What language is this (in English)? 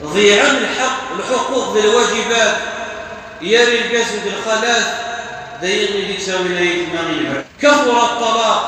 Kabyle